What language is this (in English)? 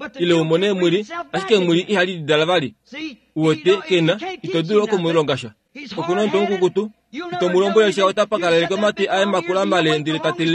Kuanyama